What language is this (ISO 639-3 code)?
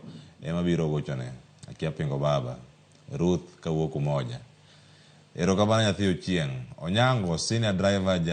luo